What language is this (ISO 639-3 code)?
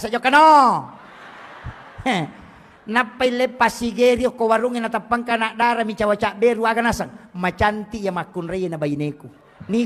bug